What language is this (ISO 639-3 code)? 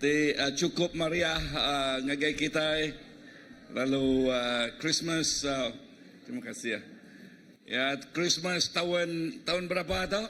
iba